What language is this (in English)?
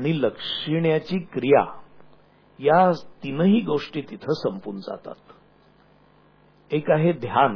Marathi